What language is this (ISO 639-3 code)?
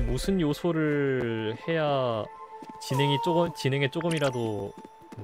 kor